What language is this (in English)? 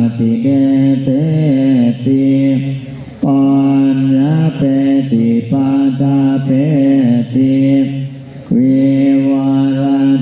Pali